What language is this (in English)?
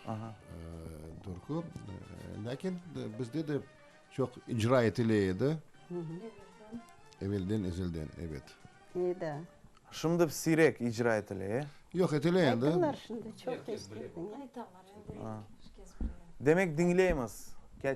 Crimean Tatar